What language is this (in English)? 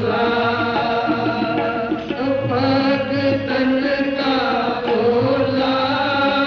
Hindi